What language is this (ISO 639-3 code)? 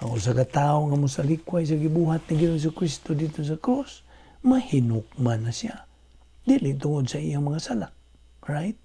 ceb